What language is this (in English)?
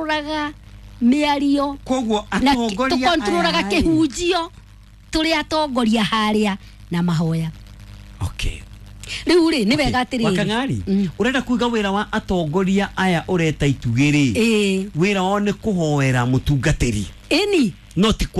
Kikuyu